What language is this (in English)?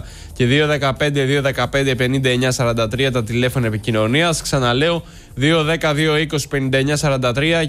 Greek